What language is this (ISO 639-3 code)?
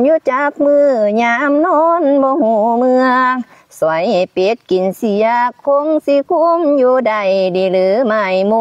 lao